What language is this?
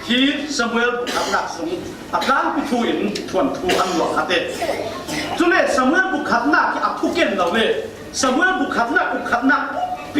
Falam Chin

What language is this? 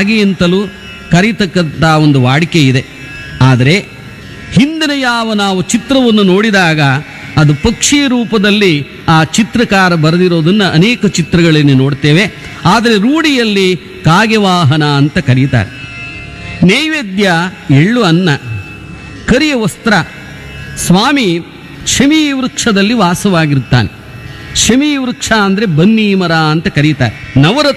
Kannada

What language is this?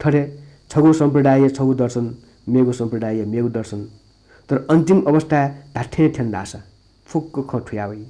Newari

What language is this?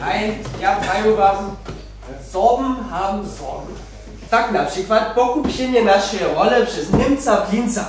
Upper Sorbian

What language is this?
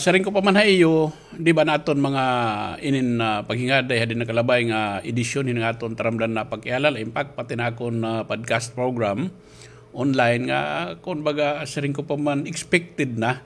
Waray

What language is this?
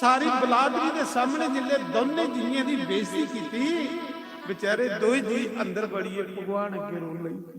Dogri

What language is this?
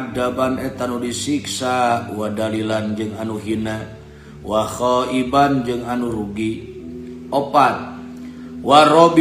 Sundanese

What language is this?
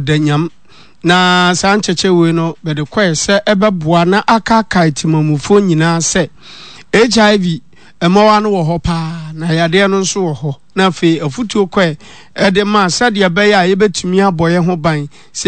Akan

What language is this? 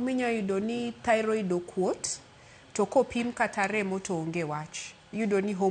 Luo (Kenya and Tanzania)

